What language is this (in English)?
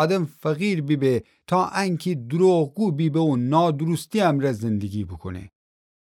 Gilaki